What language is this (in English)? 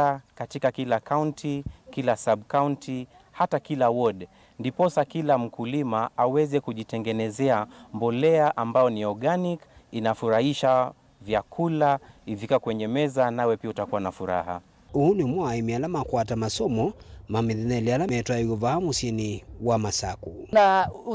Kamba